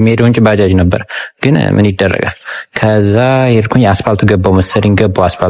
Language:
Amharic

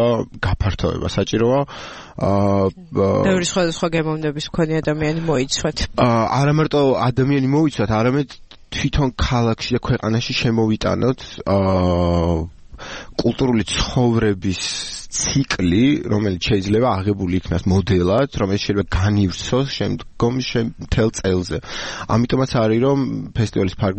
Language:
Georgian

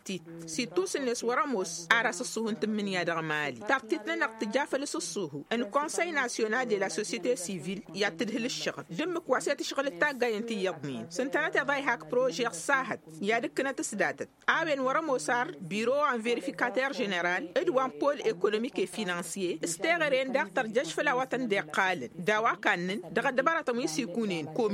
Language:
Tamasheq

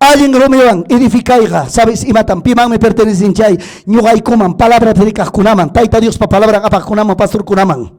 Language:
Ayacucho Quechua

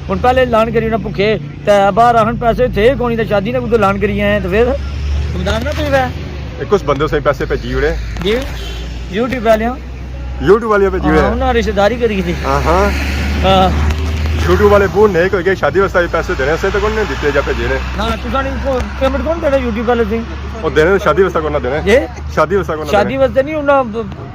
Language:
Pahari-Potwari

